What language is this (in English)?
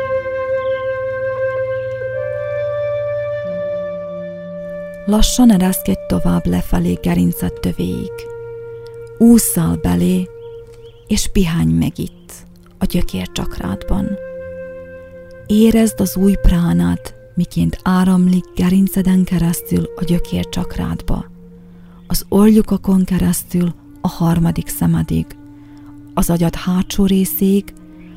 Hungarian